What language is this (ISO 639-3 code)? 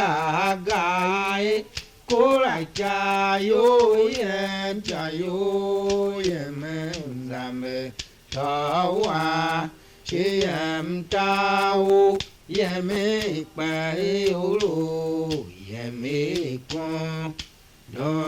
tiv